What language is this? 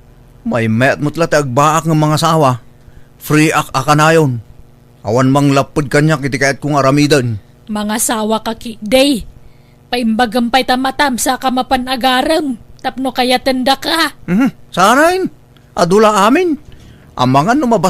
Iloko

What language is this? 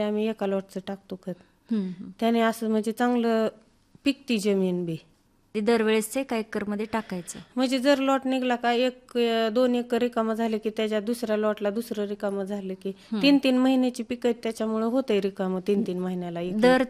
Marathi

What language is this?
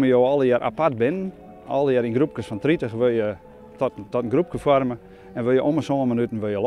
Western Frisian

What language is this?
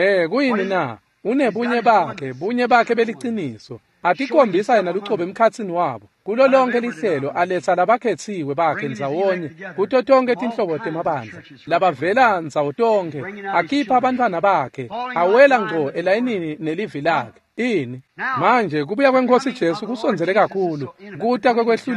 Swati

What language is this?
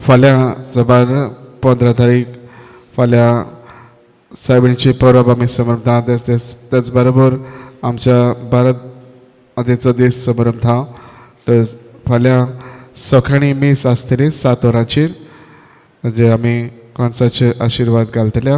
Konkani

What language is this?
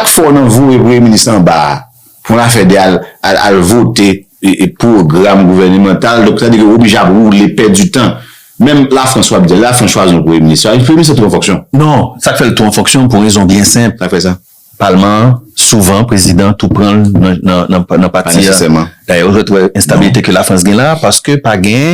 Haitian Creole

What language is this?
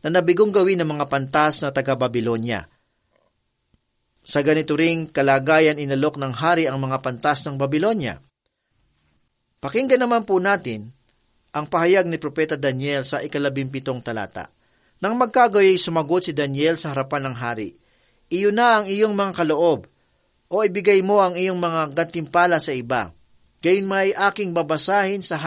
Filipino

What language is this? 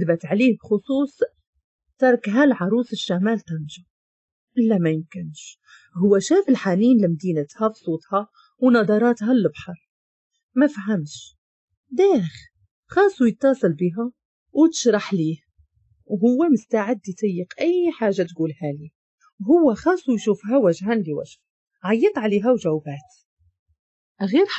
Moroccan Arabic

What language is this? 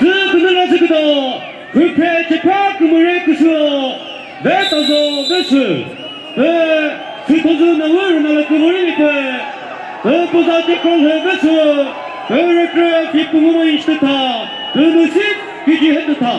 Chokri Naga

